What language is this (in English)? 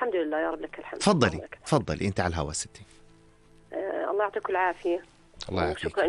North Levantine Arabic